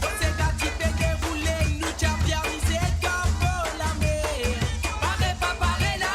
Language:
Morisyen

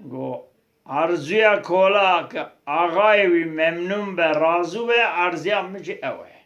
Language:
Kurdish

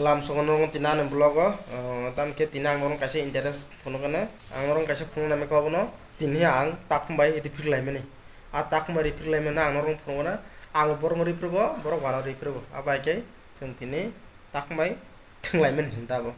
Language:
Kok Borok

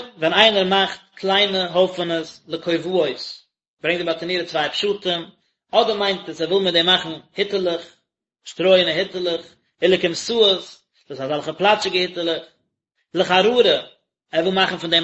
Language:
Yiddish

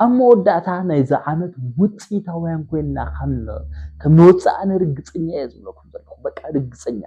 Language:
Tigrinya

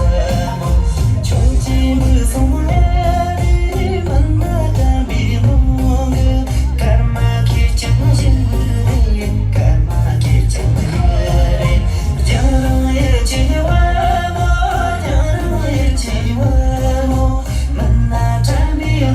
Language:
Tibetan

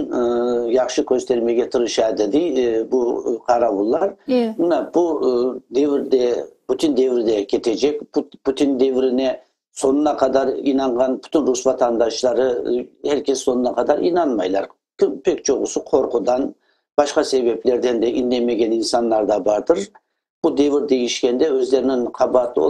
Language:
Crimean Tatar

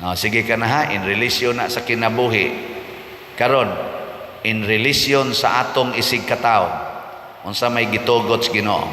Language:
Cebuano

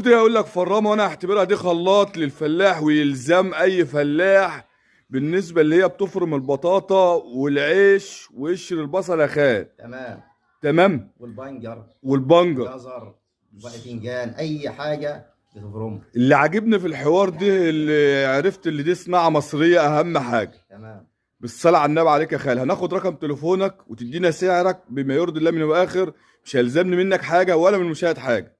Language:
Egyptian Arabic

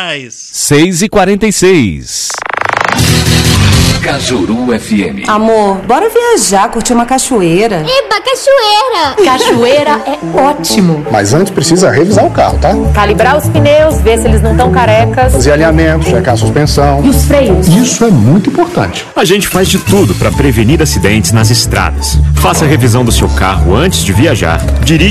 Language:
Portuguese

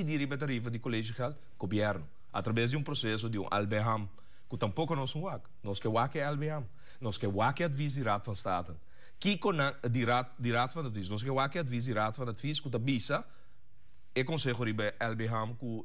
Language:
Papiamento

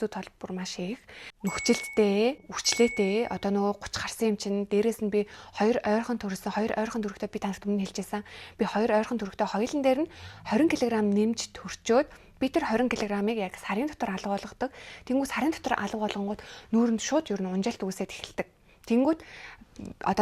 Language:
Mongolian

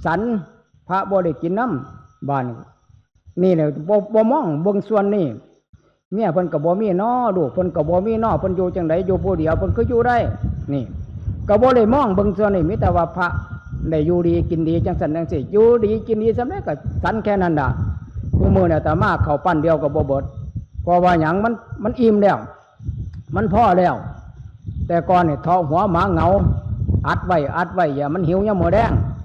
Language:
Northeastern Thai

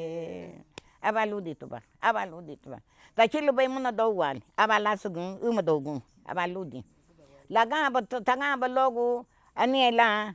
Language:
Garifuna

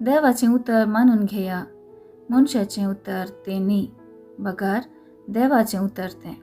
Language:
Konkani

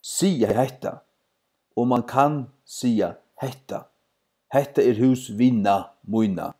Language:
Faroese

